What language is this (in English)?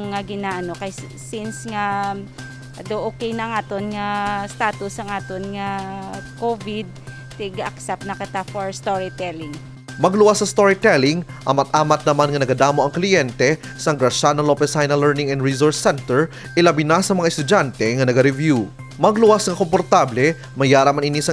Hiligaynon